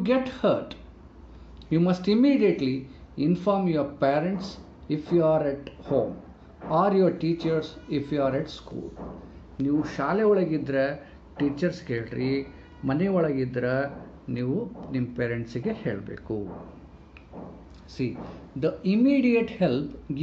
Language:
Kannada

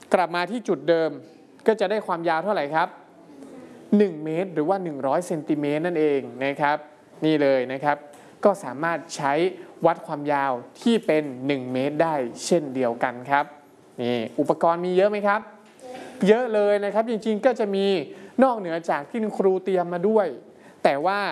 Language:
Thai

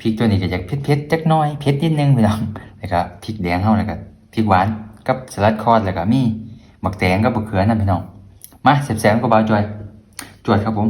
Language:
Northeastern Thai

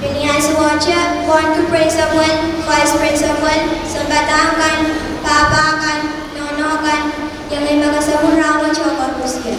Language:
Pohnpeian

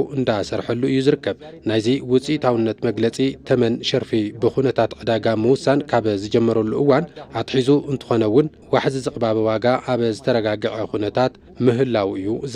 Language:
Tigrinya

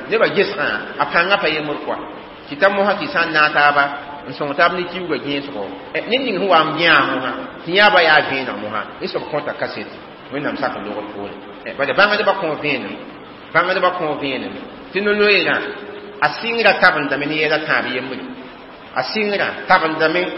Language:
Mossi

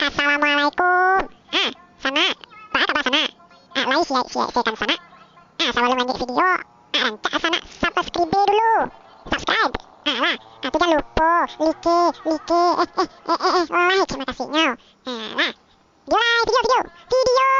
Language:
Minangkabau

